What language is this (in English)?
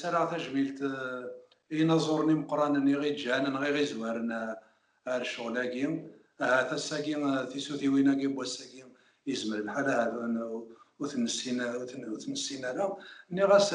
Kabyle